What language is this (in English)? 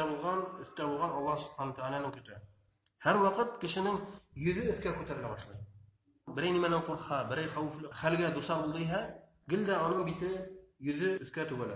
Bashkir